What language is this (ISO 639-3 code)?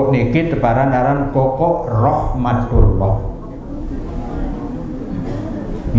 sas